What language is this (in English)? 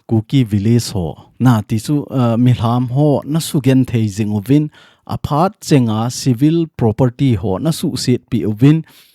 Thado Chin